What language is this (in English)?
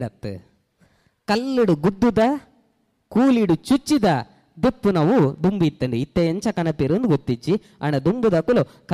Tulu